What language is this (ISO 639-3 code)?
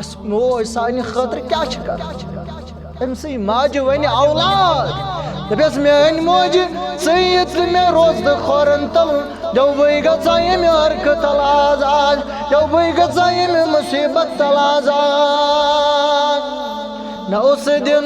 kas